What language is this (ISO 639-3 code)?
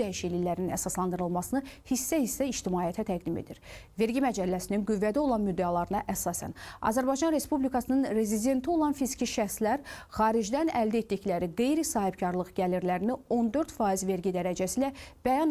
aze